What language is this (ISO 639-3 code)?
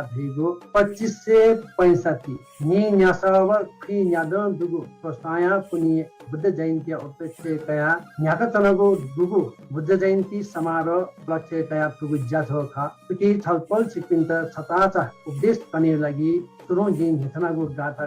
new